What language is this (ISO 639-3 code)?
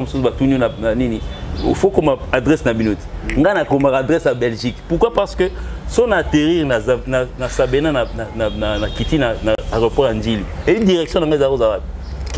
lin